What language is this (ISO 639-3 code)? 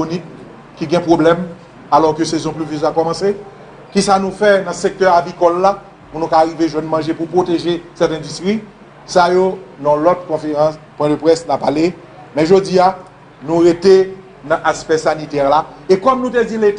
hat